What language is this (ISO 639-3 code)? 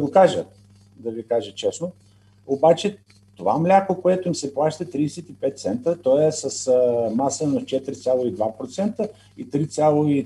bul